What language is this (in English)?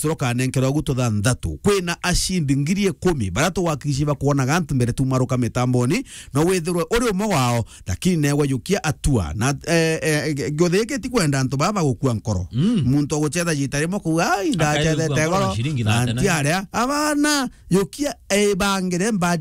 Meru